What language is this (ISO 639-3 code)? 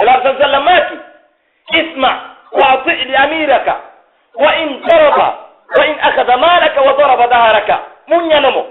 fuf